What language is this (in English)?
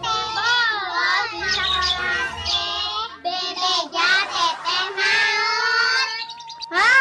Sundanese